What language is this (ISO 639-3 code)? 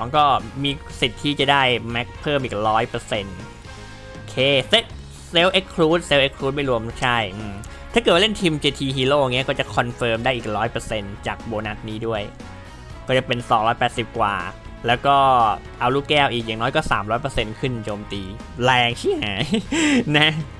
tha